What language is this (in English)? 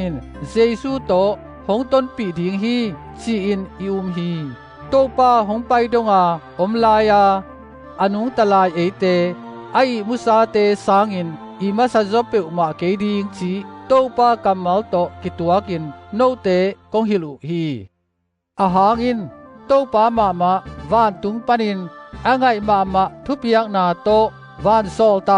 Tedim Chin